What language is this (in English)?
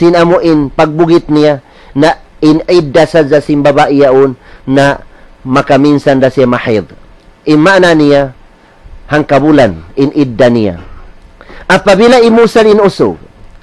Tausug